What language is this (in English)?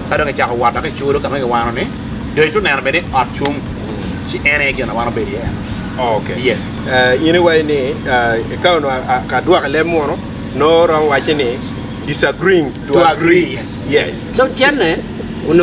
Acoli